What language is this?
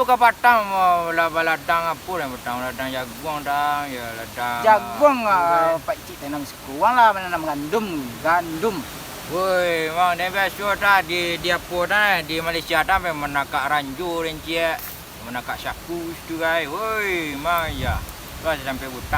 Minangkabau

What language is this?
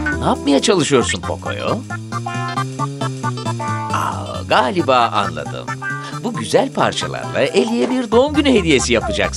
Turkish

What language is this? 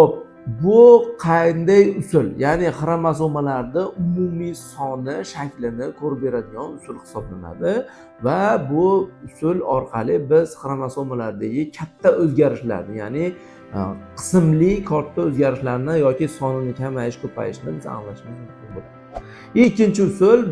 Uzbek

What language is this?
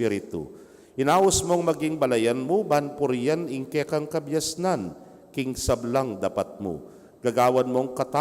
Pampanga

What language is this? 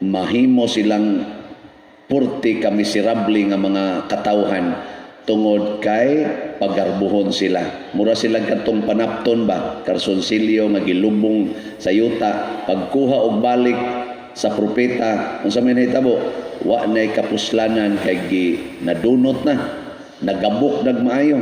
Cebuano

